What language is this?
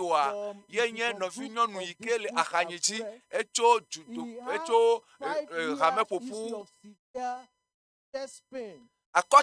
Ewe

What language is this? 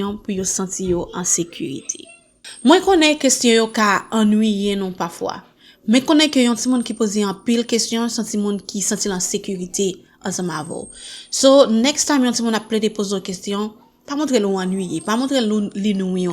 Haitian Creole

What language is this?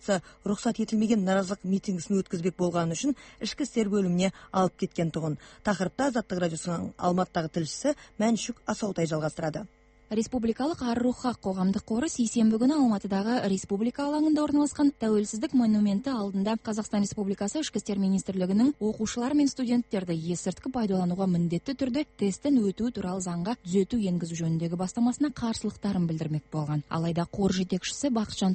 Kazakh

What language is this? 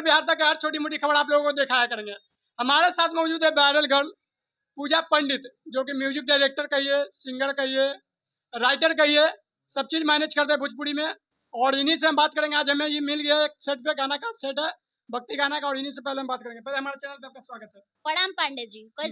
Bhojpuri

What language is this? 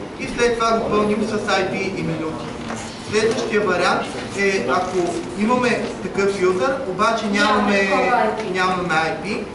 Bulgarian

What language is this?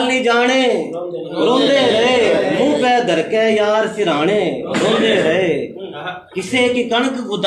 Haryanvi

